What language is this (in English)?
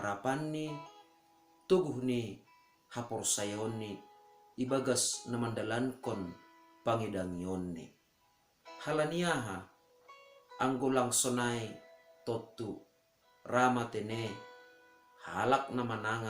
Batak Simalungun